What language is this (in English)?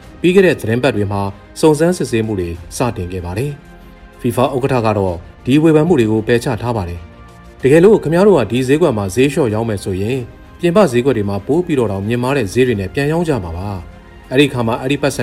Burmese